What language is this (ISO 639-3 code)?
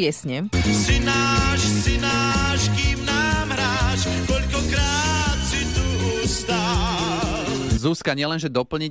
slk